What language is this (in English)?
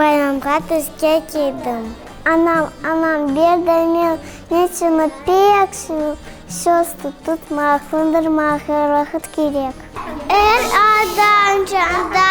Crimean Tatar